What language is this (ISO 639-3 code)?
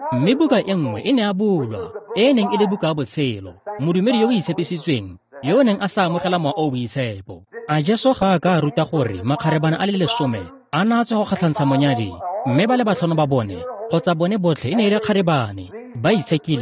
tsn